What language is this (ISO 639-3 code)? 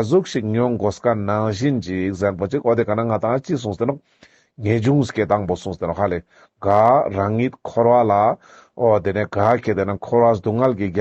lbj